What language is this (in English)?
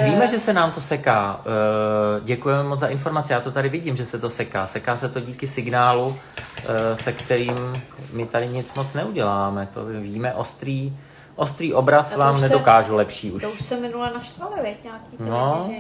Czech